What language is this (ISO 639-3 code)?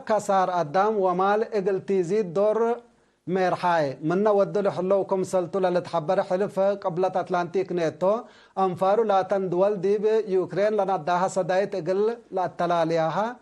tig